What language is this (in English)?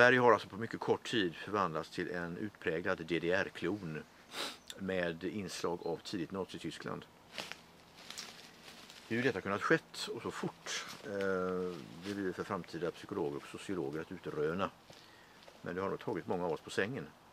Swedish